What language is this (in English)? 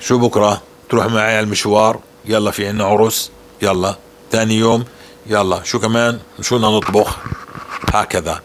North Levantine Arabic